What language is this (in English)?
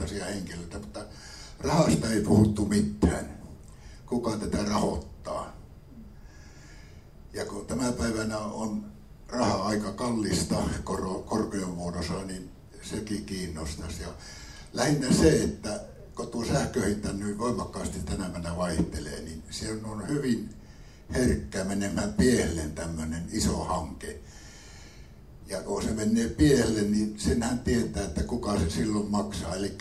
Finnish